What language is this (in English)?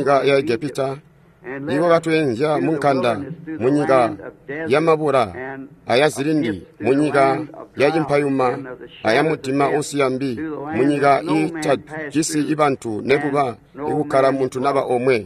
Tonga (Zambia)